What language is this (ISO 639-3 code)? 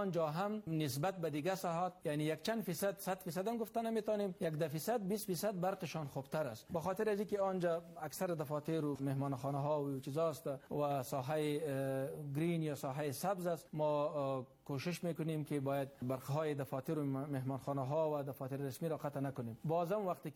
fas